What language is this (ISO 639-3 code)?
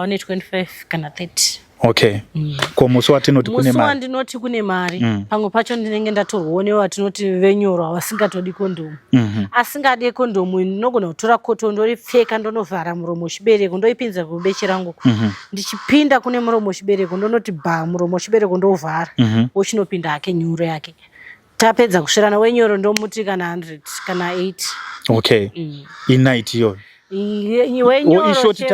sna